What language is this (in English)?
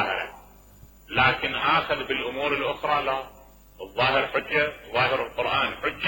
Mesopotamian Arabic